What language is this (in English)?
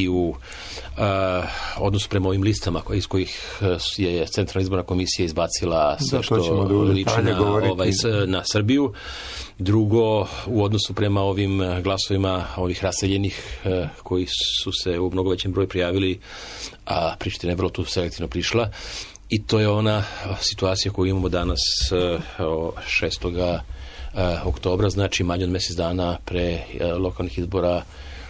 Serbian